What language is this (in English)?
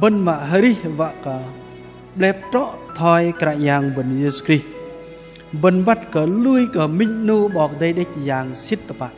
Bahnar